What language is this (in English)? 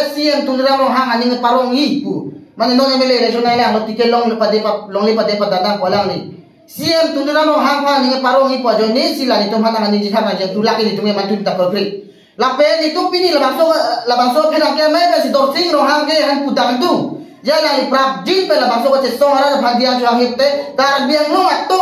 Karbi